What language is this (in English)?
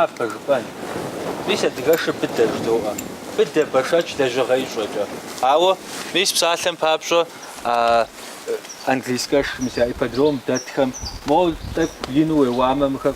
Kabardian